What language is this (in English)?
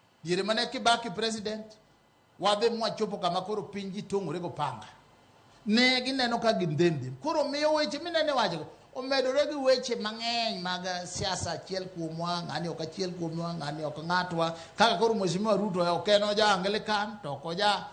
Luo (Kenya and Tanzania)